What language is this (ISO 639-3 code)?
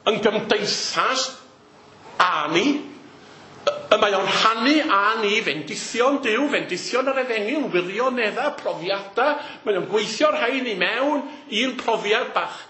cym